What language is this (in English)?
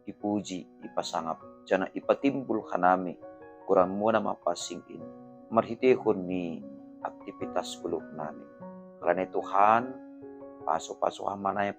Batak Simalungun